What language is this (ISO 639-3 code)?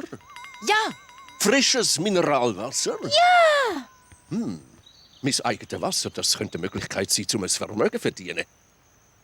gsw